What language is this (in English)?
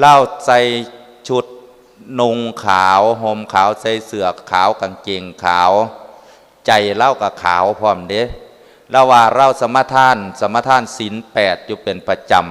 Lao